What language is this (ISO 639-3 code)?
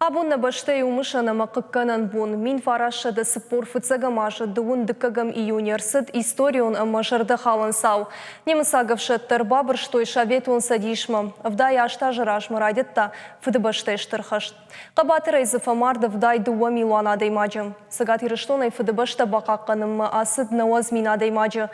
oss